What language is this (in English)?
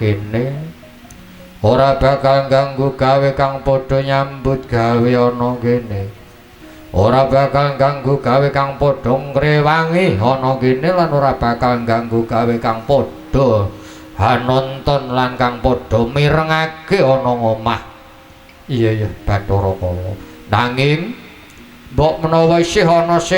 Javanese